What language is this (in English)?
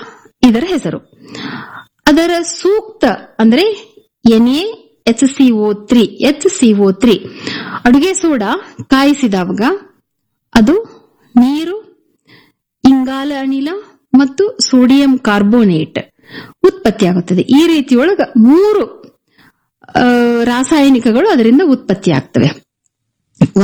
Kannada